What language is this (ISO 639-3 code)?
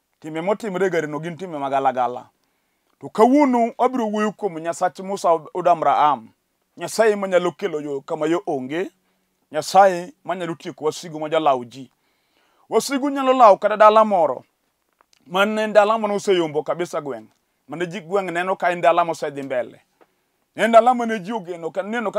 luo